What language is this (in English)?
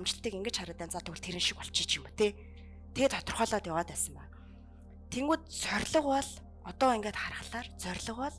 Mongolian